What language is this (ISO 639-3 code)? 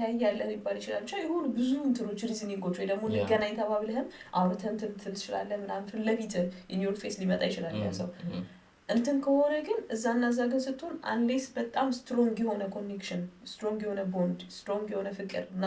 amh